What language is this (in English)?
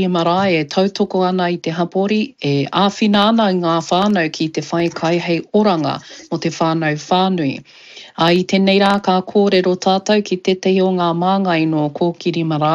Māori